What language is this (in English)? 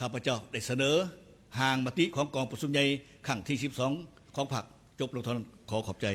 Lao